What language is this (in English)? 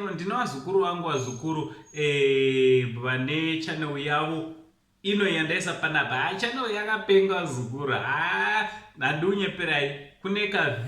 Shona